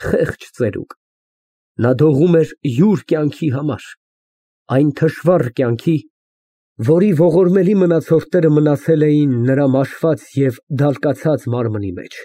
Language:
Armenian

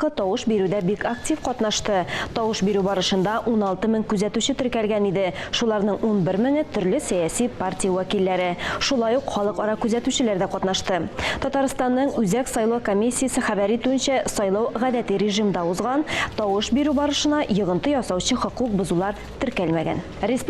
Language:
Tatar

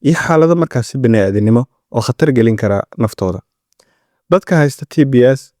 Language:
Somali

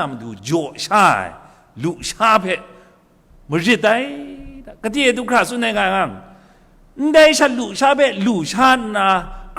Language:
Kachin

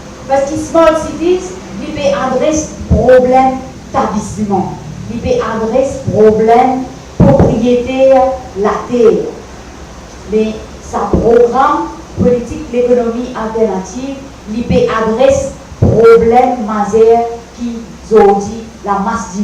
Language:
Morisyen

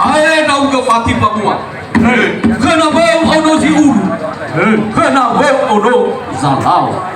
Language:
Nias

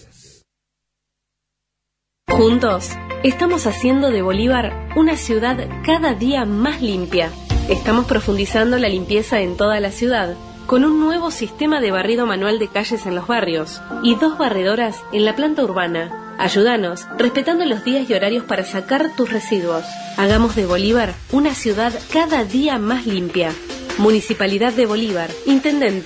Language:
Spanish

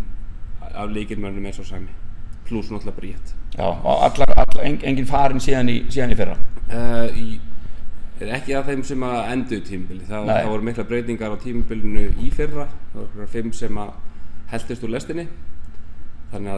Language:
Icelandic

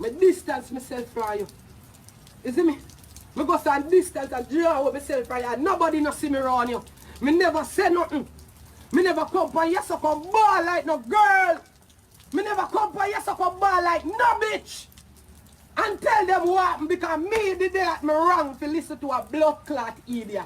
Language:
Jamaican Creole English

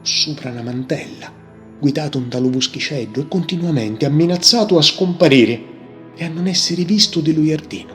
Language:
Sicilian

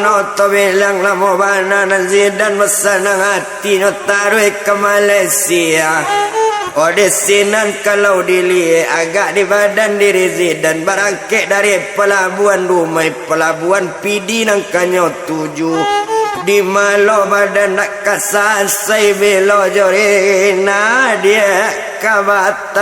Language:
Minangkabau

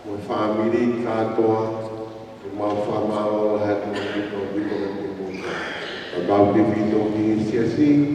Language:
Tongan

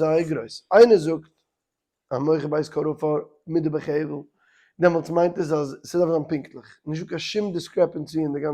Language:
Yiddish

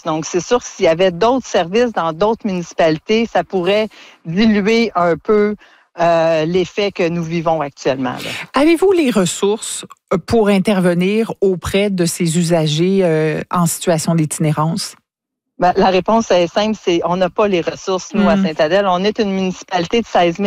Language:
French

